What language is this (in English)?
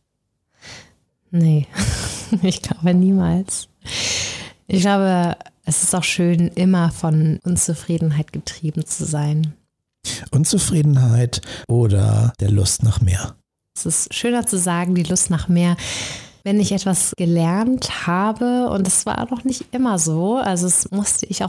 German